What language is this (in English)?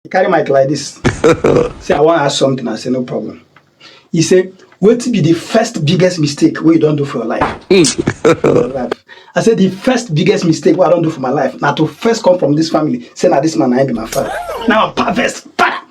Nigerian Pidgin